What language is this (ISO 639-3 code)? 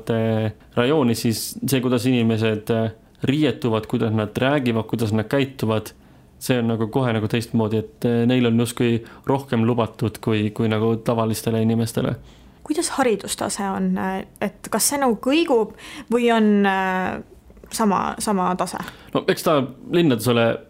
est